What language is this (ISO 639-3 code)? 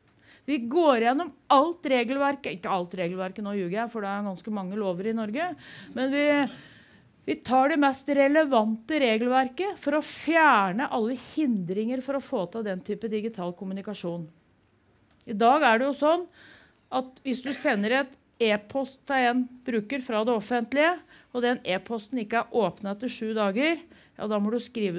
nor